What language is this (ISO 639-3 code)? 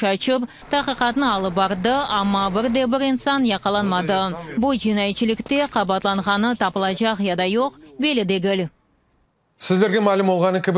crh